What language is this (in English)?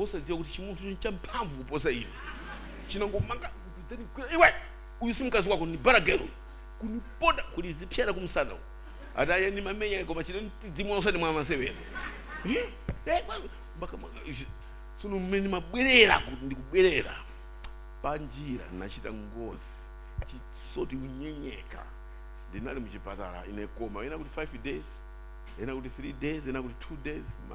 Nyanja